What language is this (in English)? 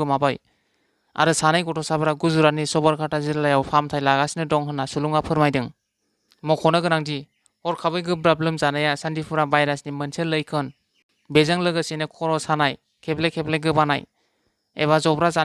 Bodo